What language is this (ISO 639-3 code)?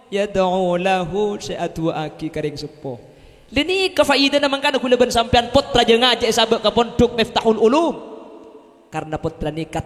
mad